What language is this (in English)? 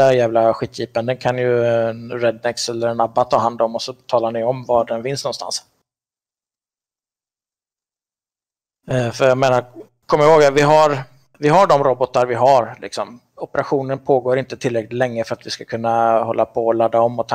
Swedish